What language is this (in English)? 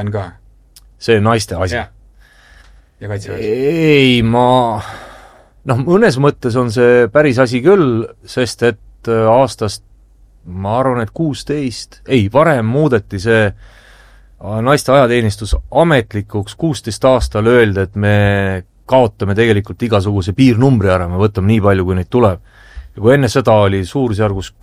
Estonian